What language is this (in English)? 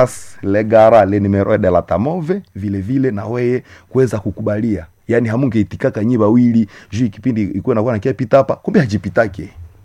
Swahili